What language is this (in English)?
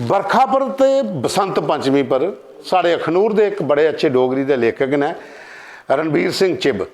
Dogri